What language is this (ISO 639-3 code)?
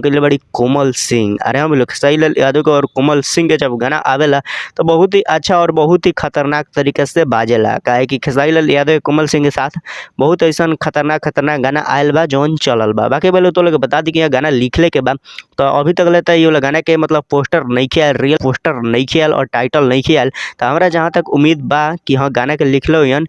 bho